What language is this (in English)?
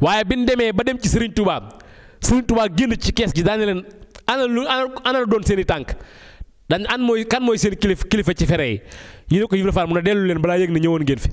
Wolof